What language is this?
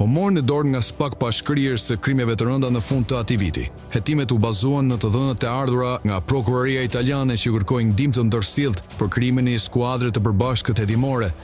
Albanian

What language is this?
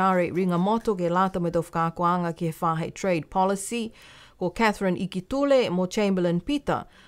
Niuean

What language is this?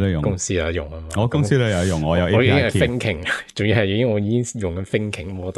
Cantonese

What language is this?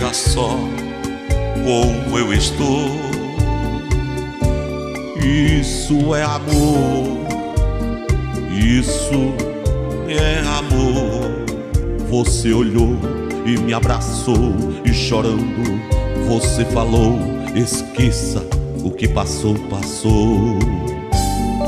Portuguese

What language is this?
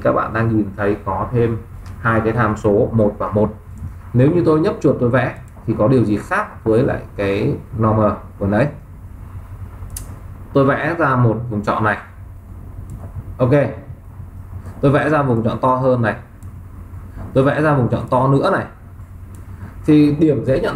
Vietnamese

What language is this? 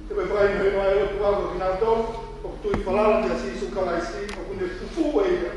Tongan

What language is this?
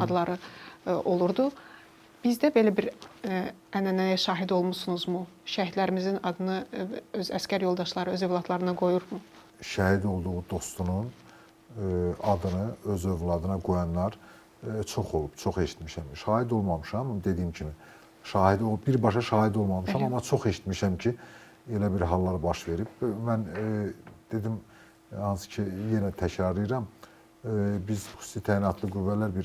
Azerbaijani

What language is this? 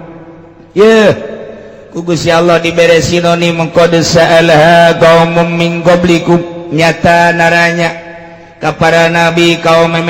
Sundanese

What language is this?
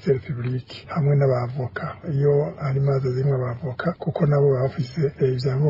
Rundi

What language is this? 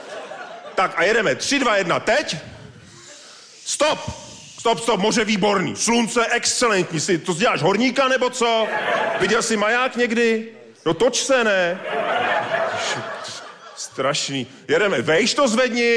Czech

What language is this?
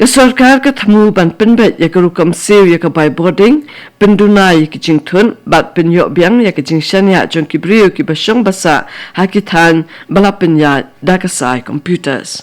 Khasi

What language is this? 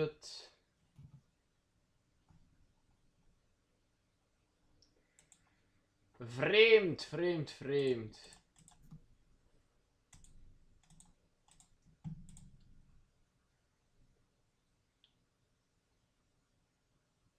Dutch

